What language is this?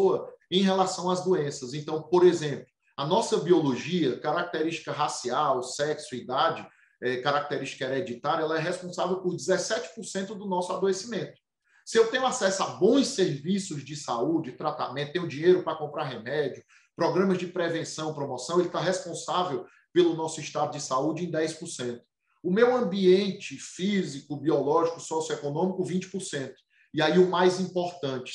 Portuguese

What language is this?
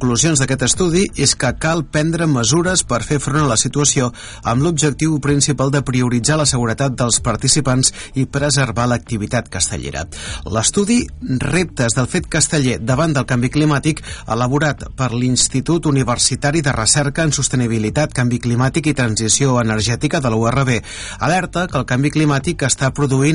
Catalan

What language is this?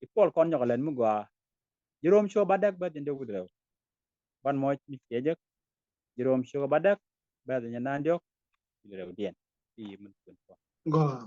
Nuer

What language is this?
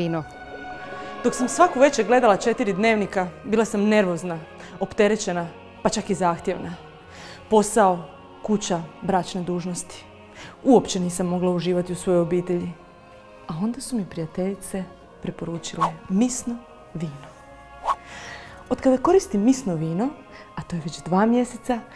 Croatian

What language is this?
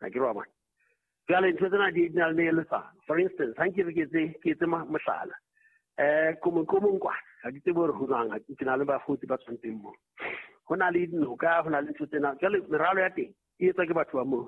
Southern Sotho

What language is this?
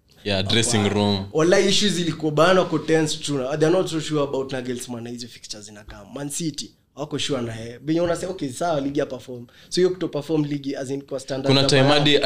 Swahili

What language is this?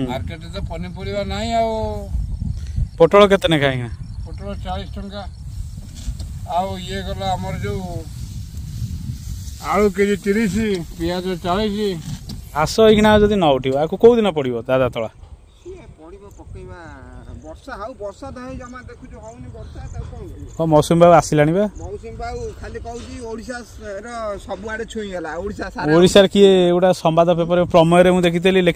Odia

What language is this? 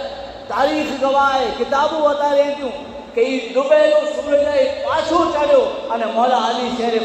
Kachhi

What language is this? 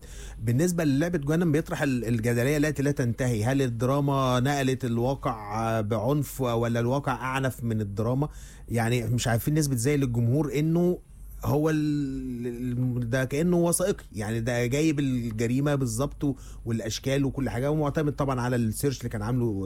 Egyptian Arabic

